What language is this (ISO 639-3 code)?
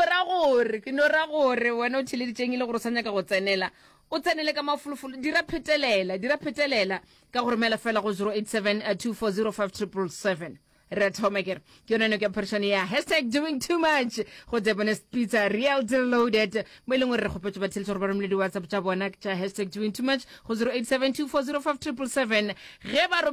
nso